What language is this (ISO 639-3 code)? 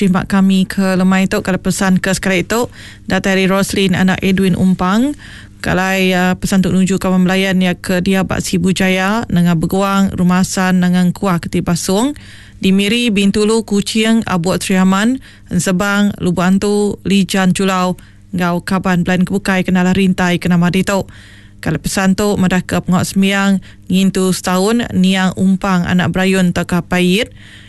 iba